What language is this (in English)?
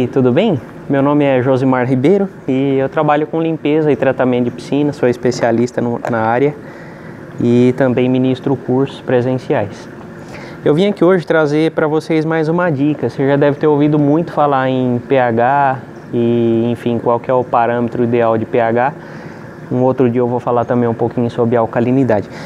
Portuguese